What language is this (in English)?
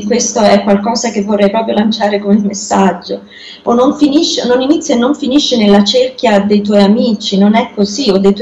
Italian